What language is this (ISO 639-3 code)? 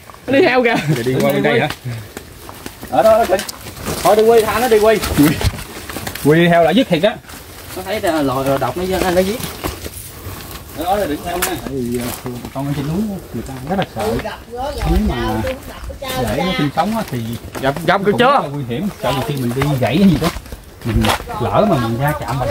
vie